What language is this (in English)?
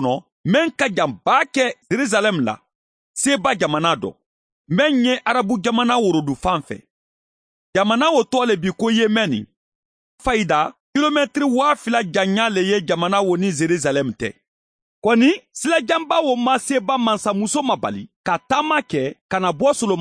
Mandingo